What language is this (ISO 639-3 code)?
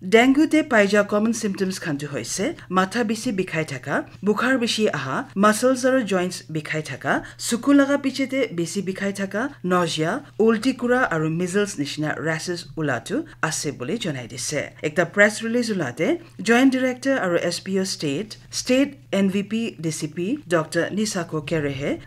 nag